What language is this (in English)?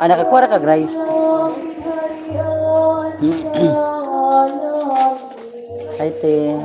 Cebuano